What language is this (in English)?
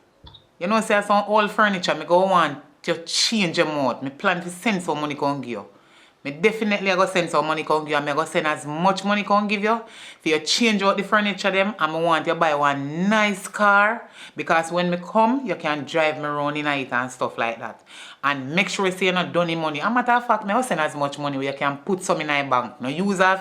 Jamaican Creole English